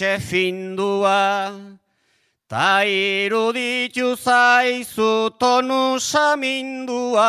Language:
Basque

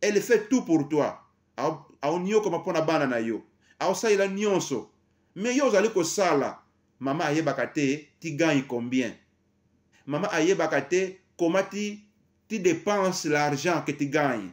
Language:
Lingala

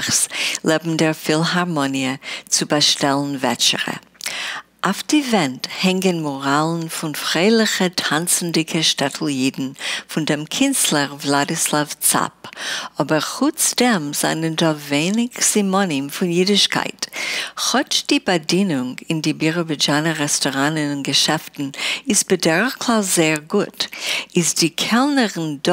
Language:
Yiddish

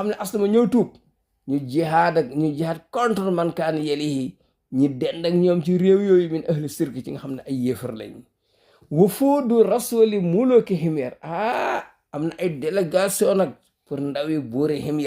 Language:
Wolof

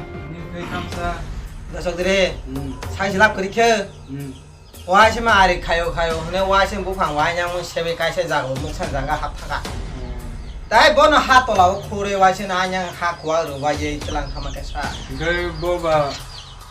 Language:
Kok Borok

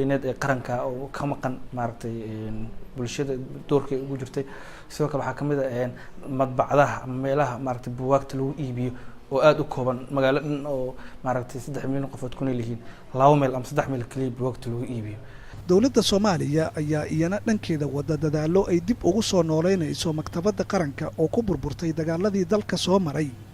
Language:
Somali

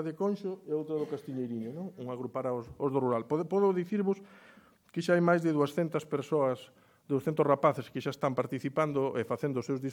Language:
Galician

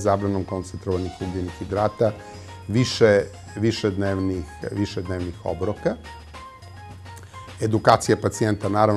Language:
Serbian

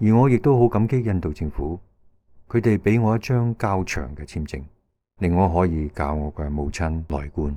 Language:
Cantonese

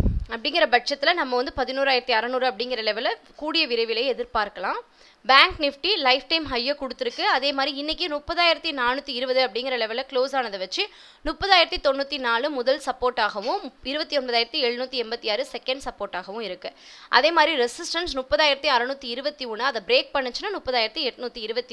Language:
Tamil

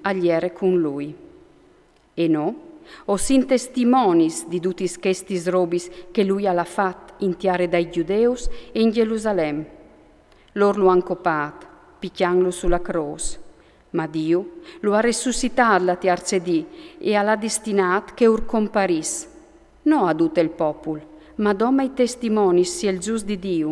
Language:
Friulian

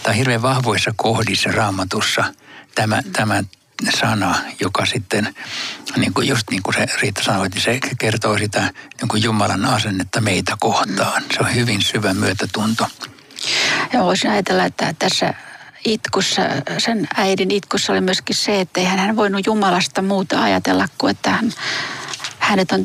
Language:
Finnish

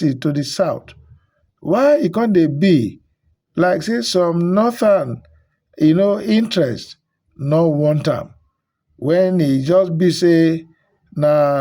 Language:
Nigerian Pidgin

